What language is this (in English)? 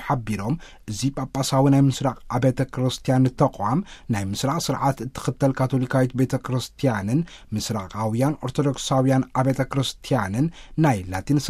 Tigrinya